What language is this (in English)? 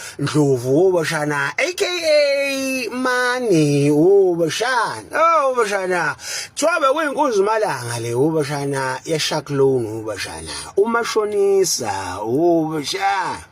Zulu